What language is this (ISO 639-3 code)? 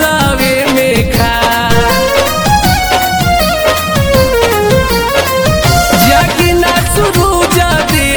bho